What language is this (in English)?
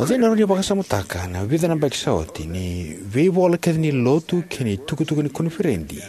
Fijian